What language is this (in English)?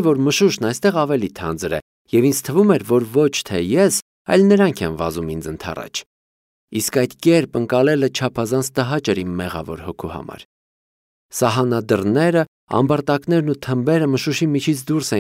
Armenian